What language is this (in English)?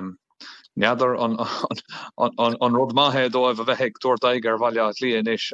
Irish